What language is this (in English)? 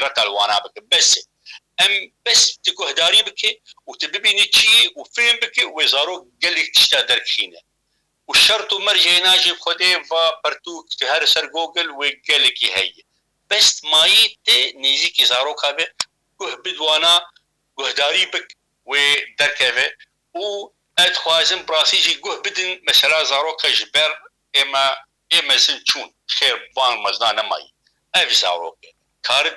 Kurdish